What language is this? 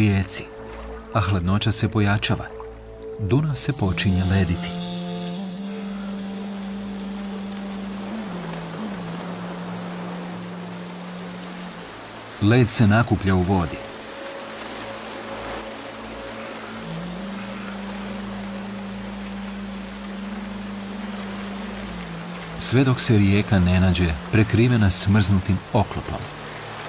Croatian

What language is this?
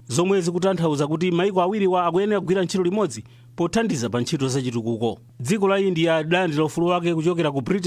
Nyanja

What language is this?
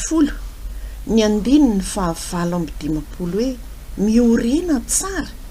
Malagasy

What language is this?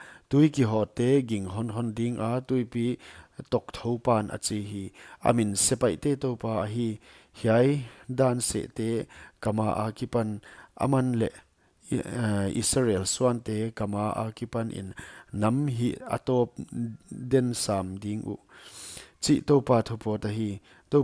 Paite Chin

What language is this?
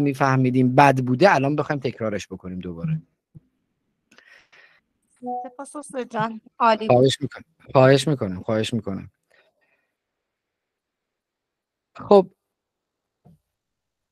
Persian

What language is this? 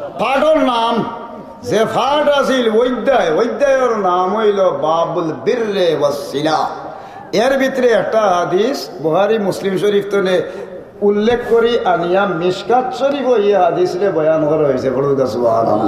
Sylheti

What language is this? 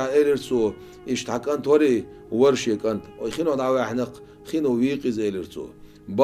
Chechen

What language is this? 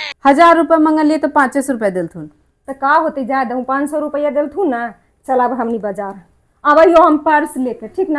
Magahi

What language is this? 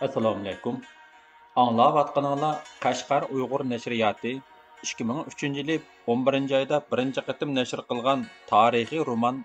Uyghur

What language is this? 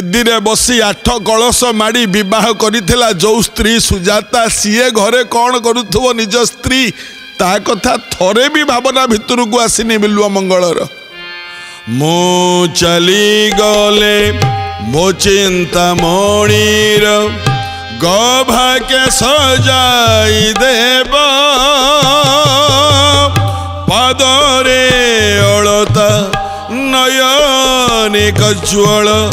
Odia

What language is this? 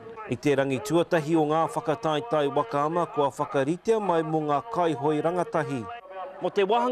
Māori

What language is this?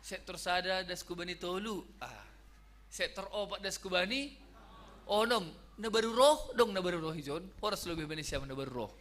Batak Simalungun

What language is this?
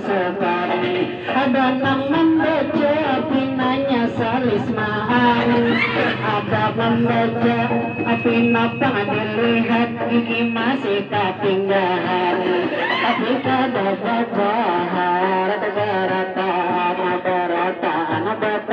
Banjar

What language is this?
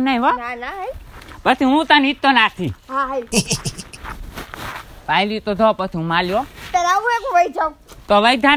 Gujarati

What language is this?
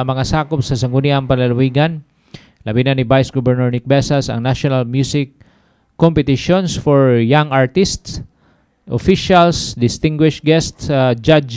Cebuano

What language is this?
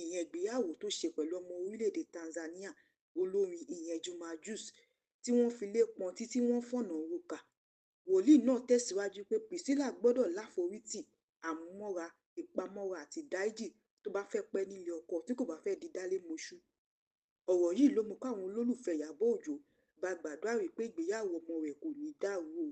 Yoruba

